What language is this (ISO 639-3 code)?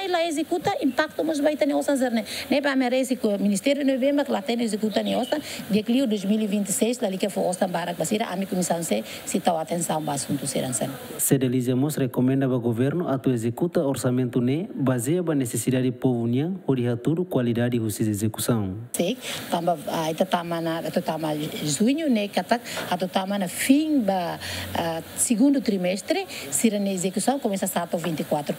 tet